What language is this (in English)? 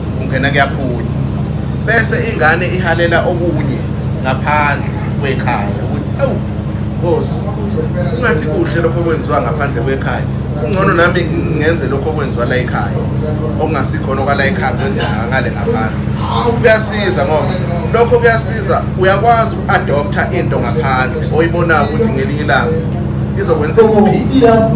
Zulu